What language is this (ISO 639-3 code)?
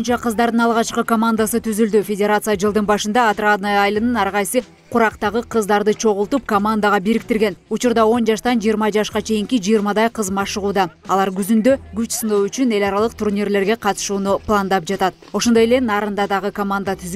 kir